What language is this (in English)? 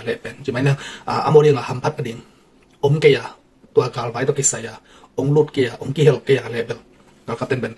Tedim Chin